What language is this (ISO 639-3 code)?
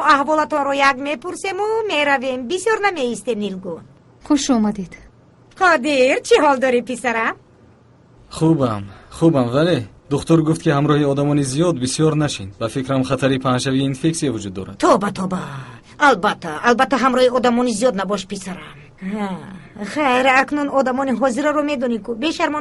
tgk